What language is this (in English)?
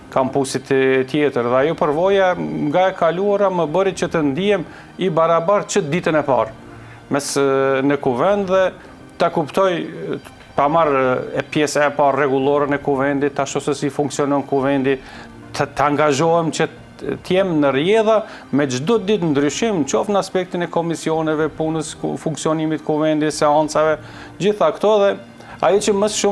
Albanian